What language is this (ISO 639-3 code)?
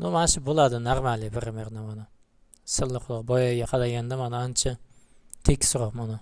uzb